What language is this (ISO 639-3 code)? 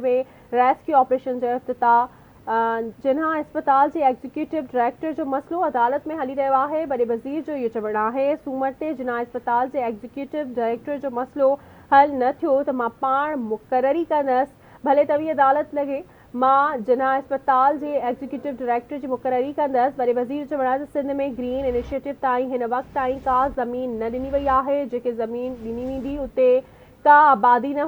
snd